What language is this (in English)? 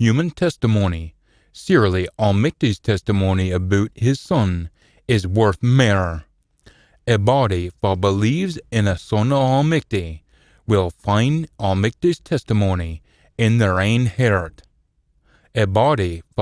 Scots